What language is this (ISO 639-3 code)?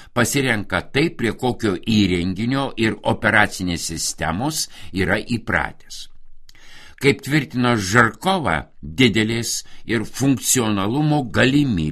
lit